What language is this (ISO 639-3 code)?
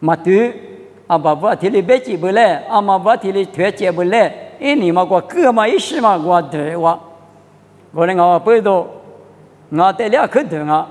lis